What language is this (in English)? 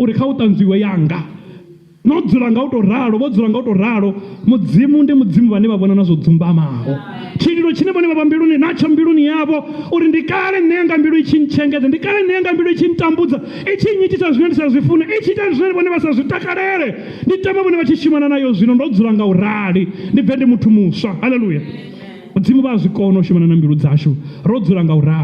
Venda